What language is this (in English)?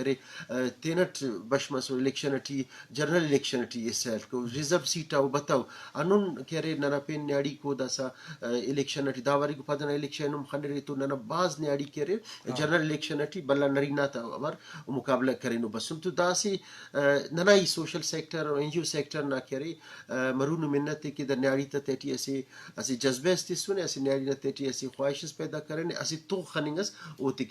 Eastern Balochi